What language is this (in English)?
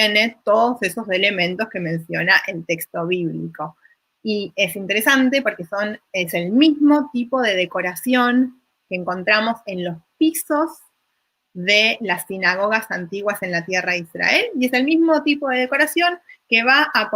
Ladino